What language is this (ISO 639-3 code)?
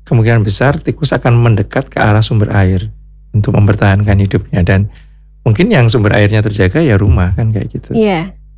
ind